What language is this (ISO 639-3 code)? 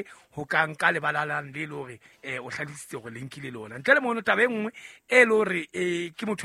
sot